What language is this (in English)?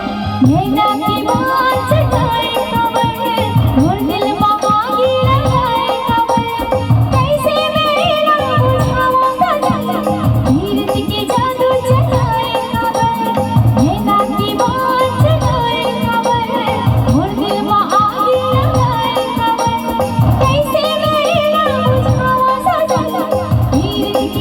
Chhattisgarhi